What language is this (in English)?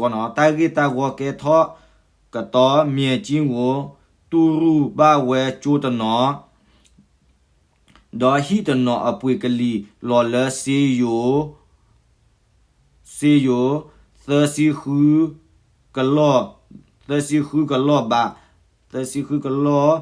S'gaw Karen